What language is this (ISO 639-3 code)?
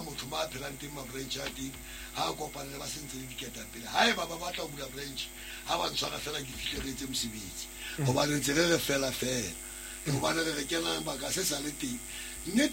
sot